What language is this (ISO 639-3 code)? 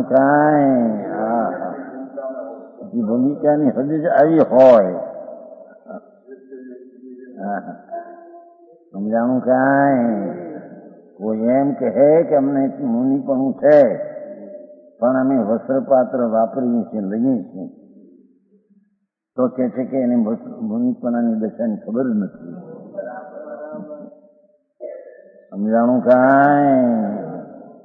guj